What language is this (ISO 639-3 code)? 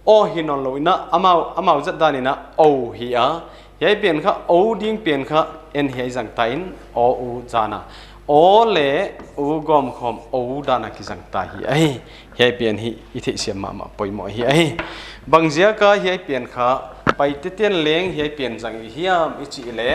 pck